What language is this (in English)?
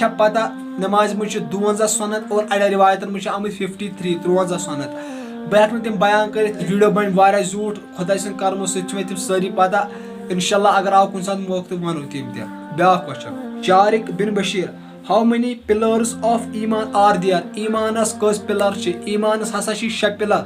Kashmiri